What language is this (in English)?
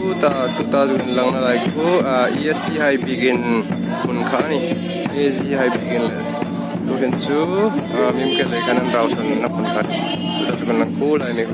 Hmar